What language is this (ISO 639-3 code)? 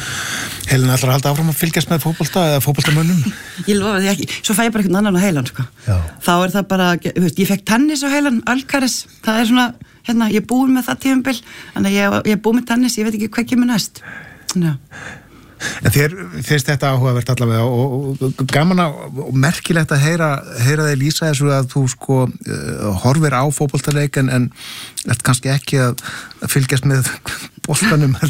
isl